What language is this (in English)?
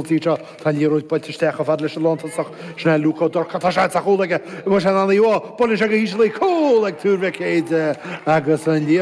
Irish